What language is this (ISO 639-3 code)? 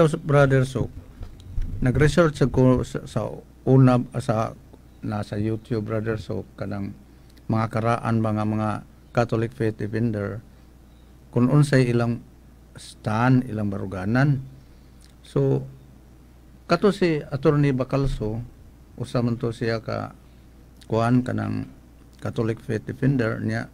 ceb